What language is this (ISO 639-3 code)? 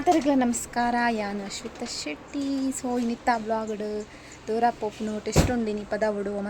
tcy